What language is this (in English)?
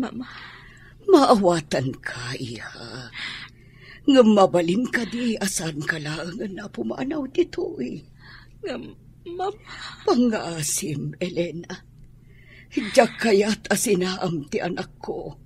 Iloko